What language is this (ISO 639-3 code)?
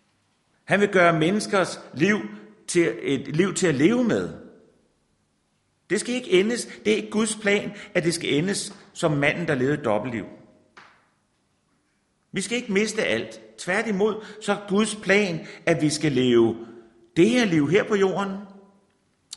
dan